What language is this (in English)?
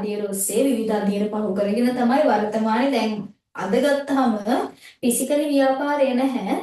Sinhala